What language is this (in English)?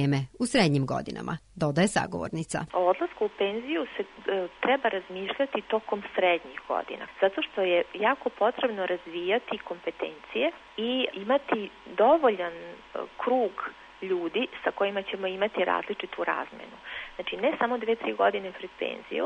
Serbian